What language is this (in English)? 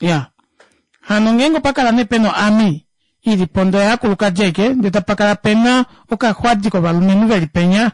Kuanyama